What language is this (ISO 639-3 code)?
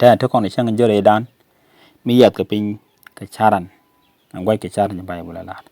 nus